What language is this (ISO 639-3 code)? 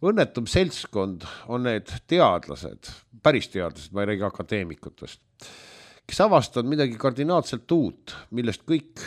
est